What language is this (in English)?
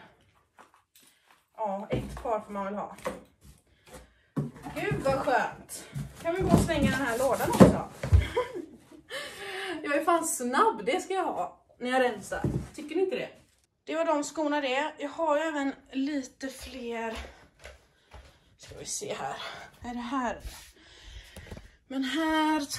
Swedish